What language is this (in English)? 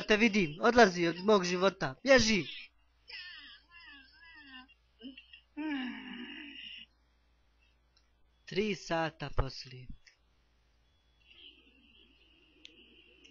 Bosnian